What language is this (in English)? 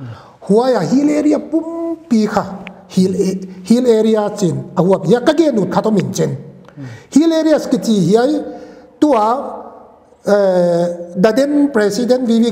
Paite Chin